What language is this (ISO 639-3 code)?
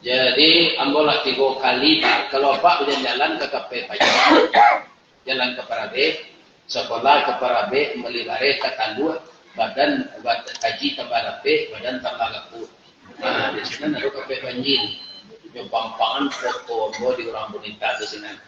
min